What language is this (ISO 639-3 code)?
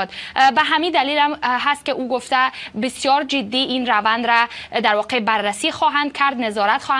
fas